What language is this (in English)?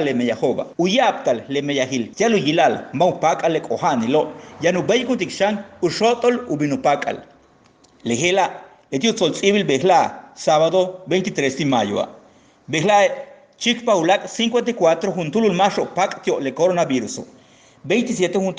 Yucateco